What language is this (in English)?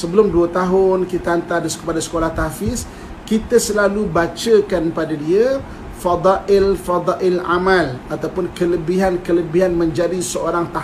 Malay